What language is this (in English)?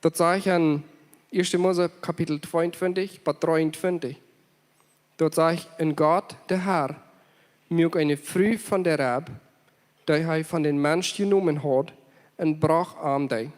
Plautdietsch